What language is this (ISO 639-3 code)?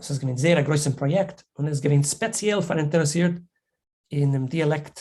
yid